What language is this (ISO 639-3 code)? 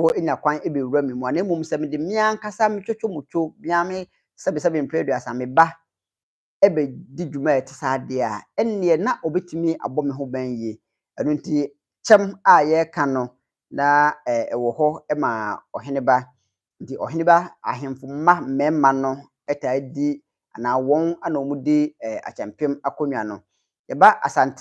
aka